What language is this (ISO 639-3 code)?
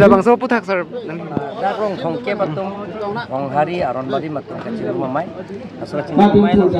mjw